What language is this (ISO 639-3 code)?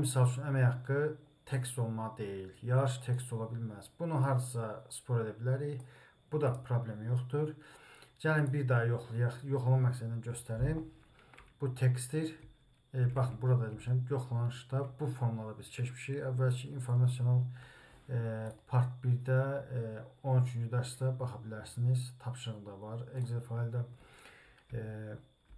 aze